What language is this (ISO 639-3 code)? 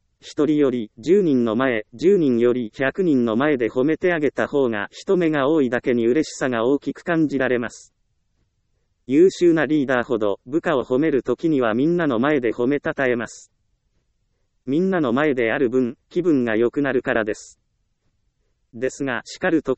jpn